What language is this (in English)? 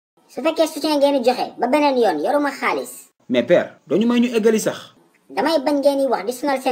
Wolof